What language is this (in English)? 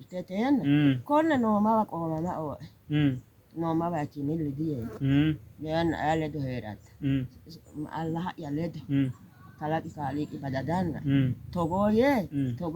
Sidamo